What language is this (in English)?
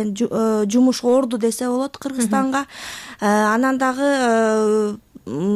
Kyrgyz